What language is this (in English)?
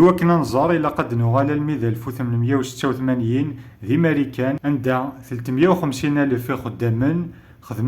Kabyle